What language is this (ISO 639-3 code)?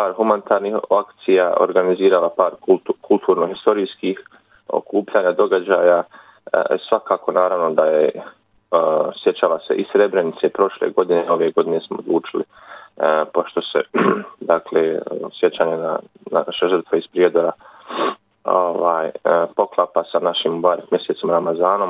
bos